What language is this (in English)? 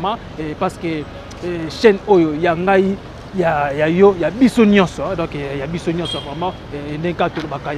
Lingala